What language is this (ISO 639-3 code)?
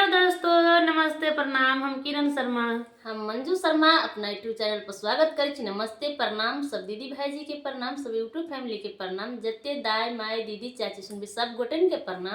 mai